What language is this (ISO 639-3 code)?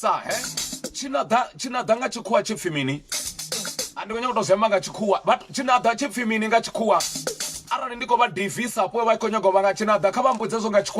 ven